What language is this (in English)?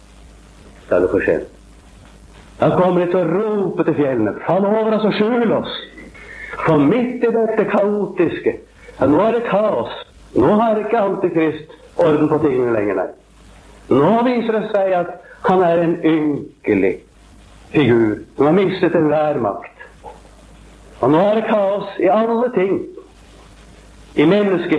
Norwegian